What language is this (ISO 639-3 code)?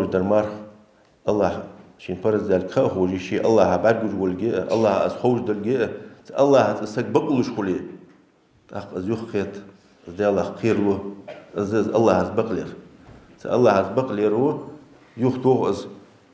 inh